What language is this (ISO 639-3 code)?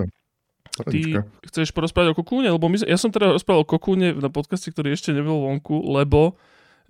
slk